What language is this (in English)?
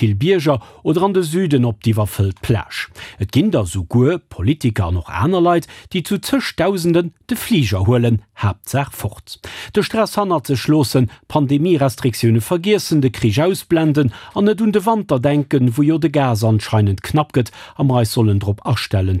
Luxembourgish